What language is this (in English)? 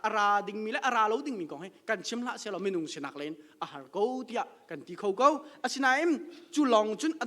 Hakha Chin